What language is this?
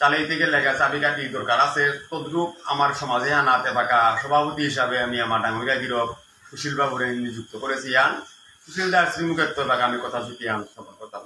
Bishnupriya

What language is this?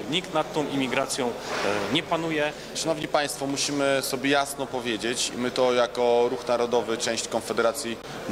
Polish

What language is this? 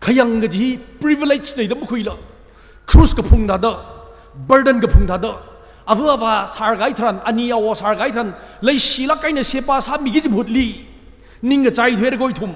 Tangkhul Naga (India)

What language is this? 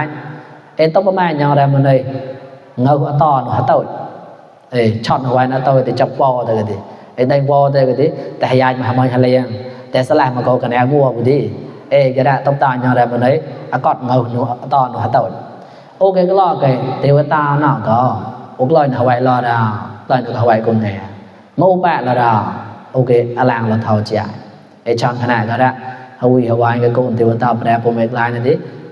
Mon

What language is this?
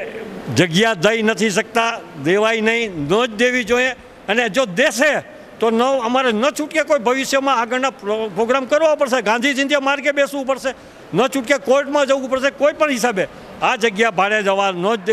Gujarati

